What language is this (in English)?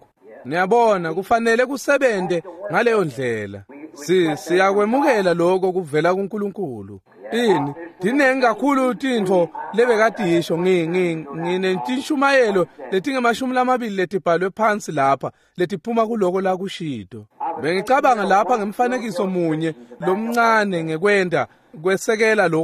Swati